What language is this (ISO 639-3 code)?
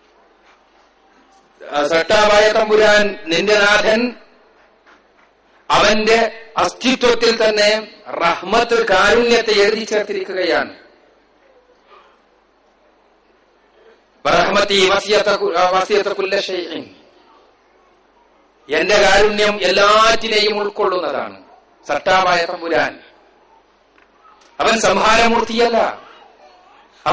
mal